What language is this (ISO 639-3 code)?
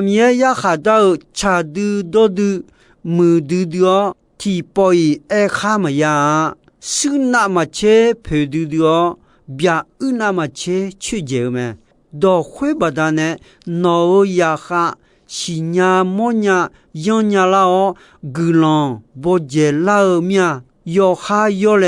ahk